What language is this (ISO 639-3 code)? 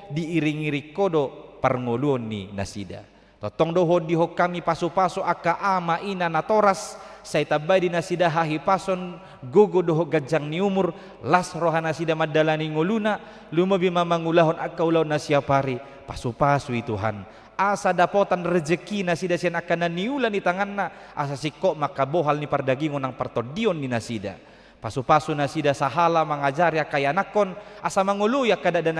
bbc